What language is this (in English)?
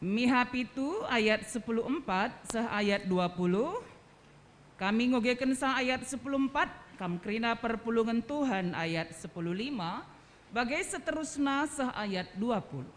Batak Karo